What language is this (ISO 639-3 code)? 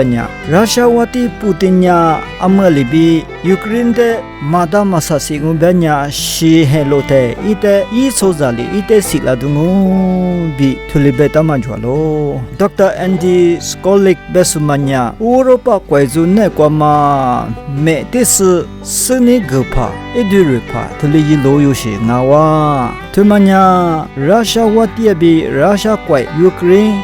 lis